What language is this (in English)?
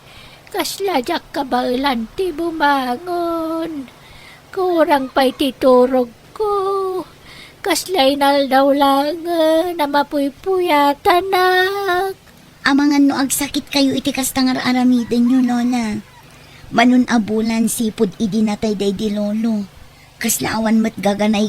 Iloko